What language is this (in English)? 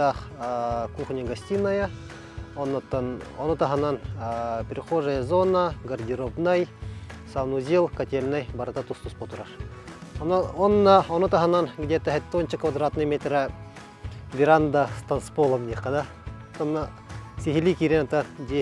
Yakut